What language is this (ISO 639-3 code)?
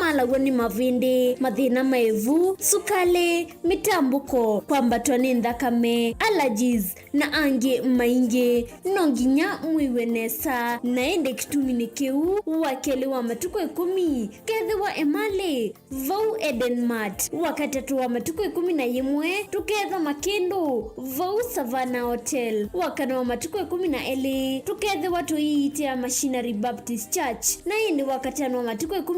kam